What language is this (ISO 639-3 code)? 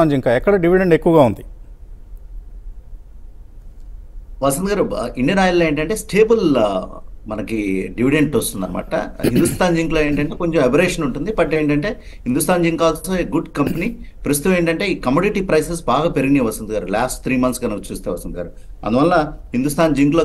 tel